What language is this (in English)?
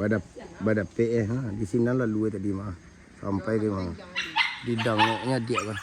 Minangkabau